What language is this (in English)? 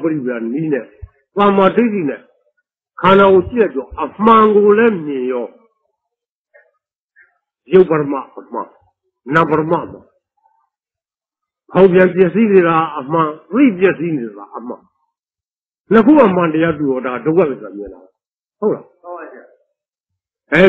Burmese